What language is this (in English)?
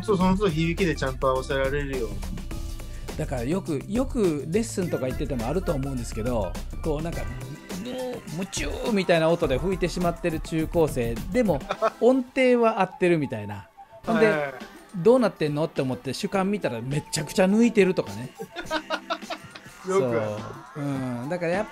Japanese